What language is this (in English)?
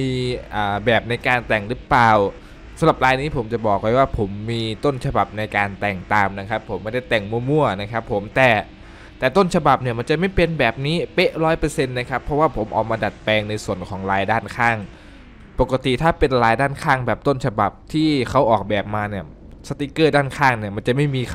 Thai